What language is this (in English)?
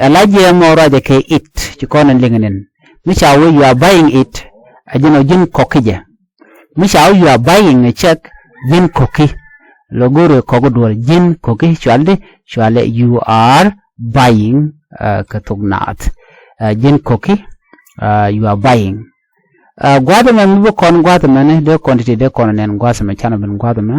Nuer